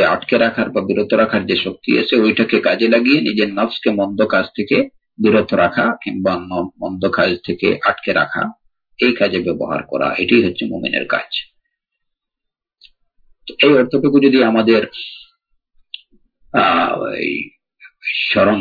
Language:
Bangla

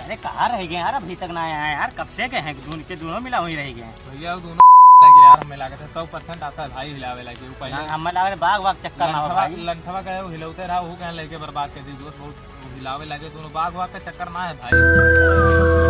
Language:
Awadhi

